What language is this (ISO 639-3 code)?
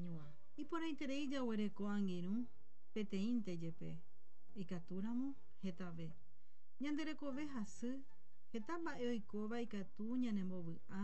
grn